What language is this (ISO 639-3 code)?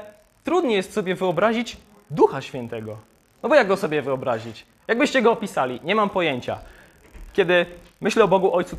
pol